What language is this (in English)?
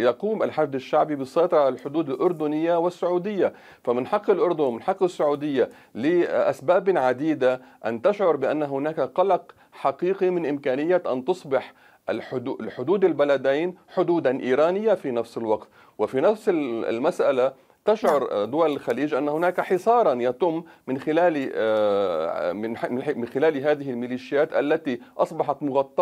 Arabic